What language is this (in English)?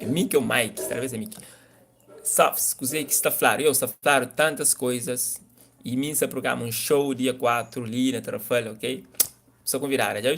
Kabuverdianu